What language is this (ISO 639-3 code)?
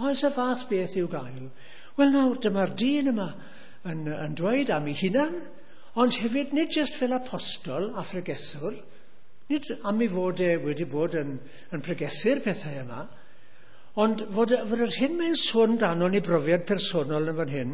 cym